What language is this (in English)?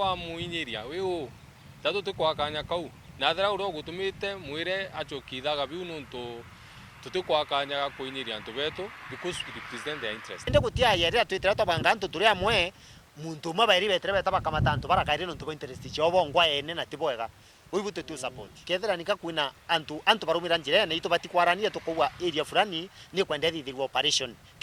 Meru